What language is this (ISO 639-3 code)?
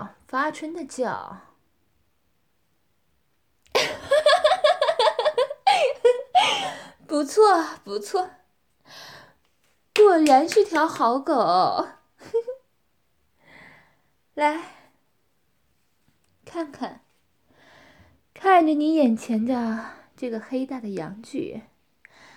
zho